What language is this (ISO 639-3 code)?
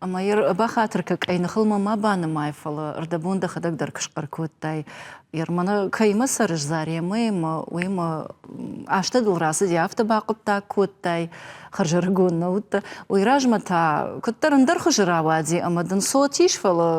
oss